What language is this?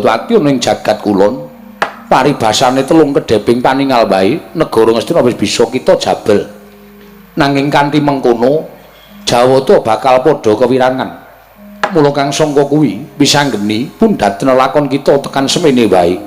Javanese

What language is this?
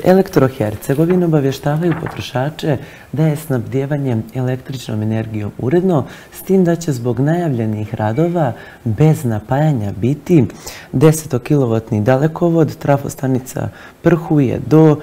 Bosnian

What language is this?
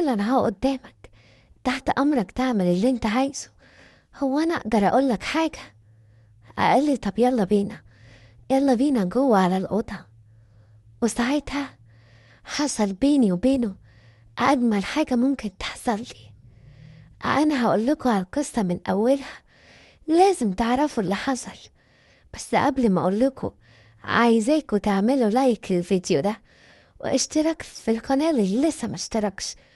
Egyptian Arabic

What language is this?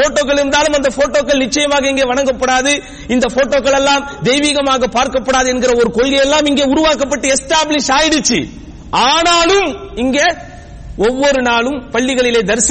Tamil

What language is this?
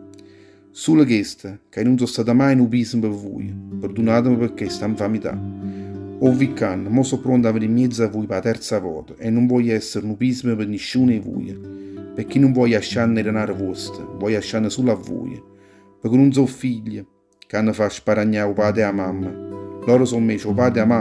Neapolitan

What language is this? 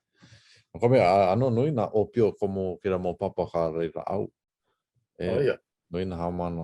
Hawaiian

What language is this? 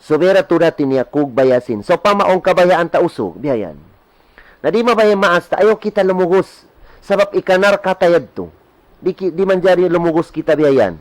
Tausug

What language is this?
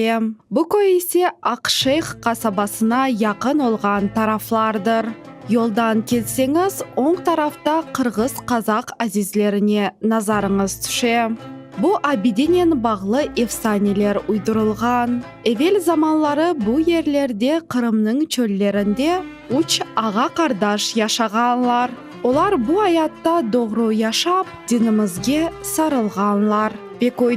Crimean Tatar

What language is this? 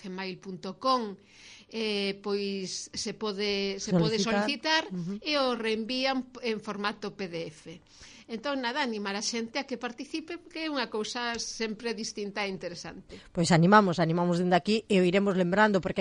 Galician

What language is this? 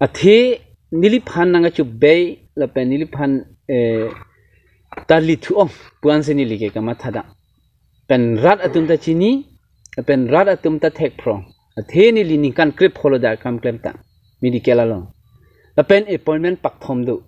Karbi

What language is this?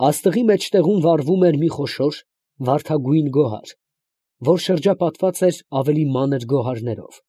Armenian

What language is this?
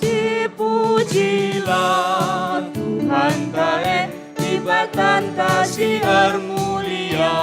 Batak Karo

